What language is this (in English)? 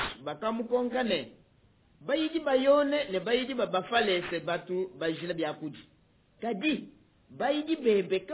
Luba-Lulua